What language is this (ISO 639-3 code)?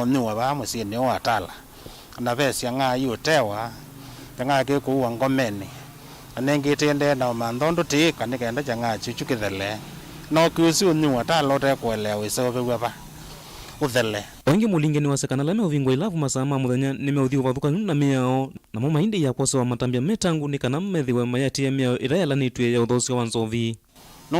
kam